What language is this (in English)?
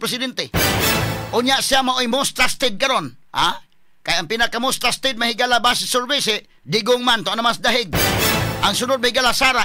Cebuano